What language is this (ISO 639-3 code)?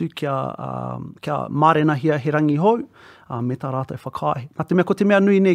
mri